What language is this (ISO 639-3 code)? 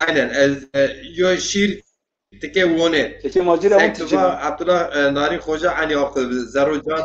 zza